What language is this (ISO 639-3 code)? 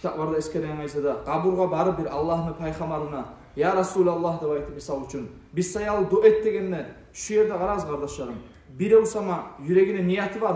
kum